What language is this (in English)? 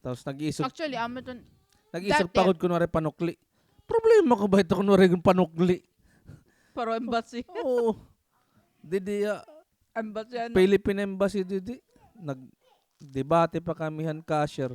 Waray